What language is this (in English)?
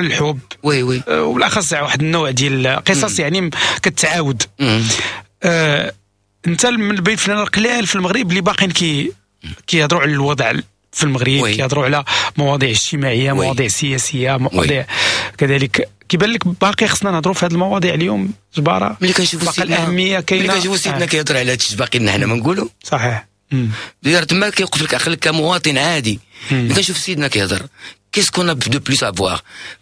Moroccan Arabic